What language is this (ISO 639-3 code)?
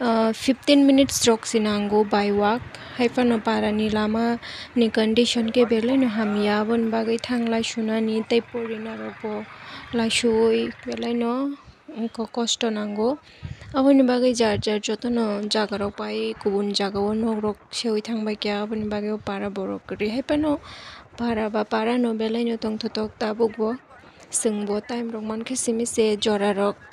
trp